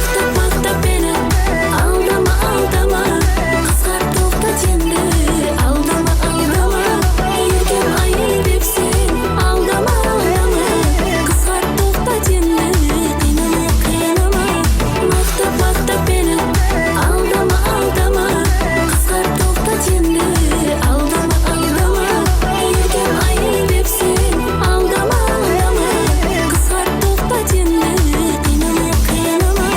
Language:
Kara-Kalpak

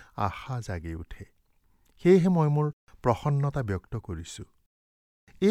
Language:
Assamese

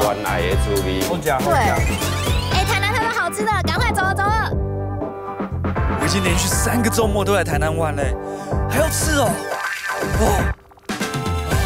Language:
Chinese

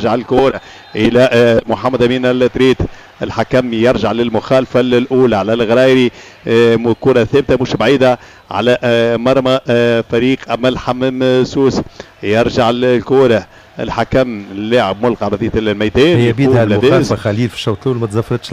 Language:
Tunisian Arabic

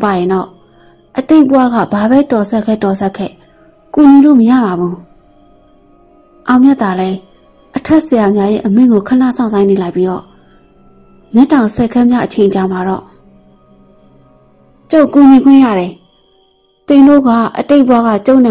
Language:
Burmese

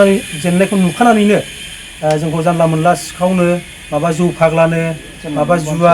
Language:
Bodo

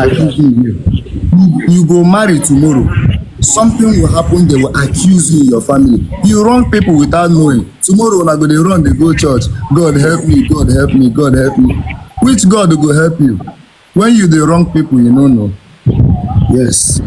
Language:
Nigerian Pidgin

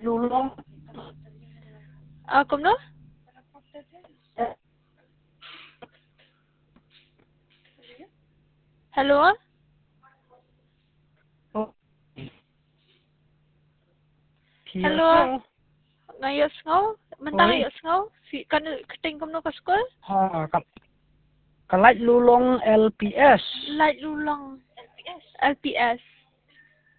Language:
Khasi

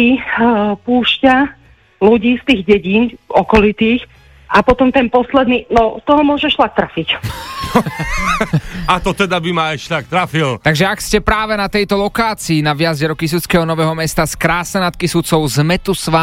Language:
Slovak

